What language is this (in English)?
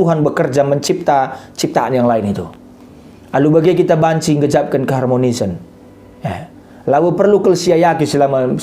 Batak Karo